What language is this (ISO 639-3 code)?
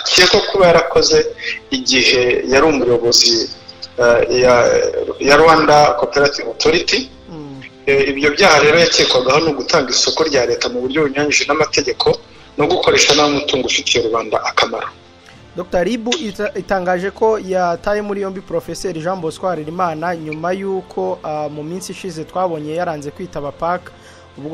kin